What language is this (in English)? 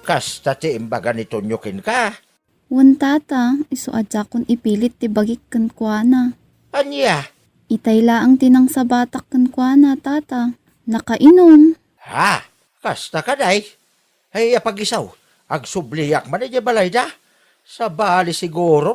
Iloko